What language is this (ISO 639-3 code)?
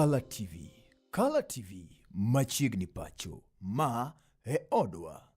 luo